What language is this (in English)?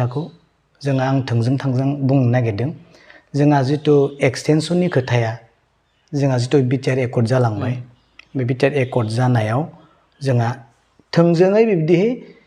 Bodo